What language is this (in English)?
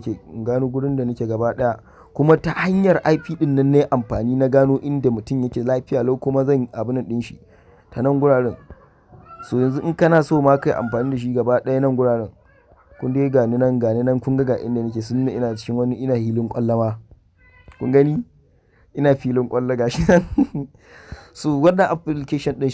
Hausa